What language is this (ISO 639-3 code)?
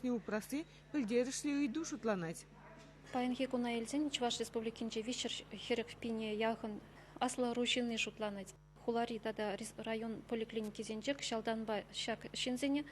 chv